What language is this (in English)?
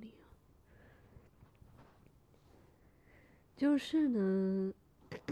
Chinese